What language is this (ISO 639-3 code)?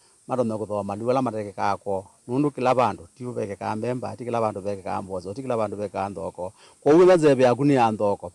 kam